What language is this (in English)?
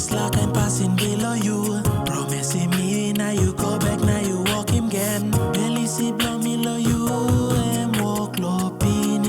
Tok Pisin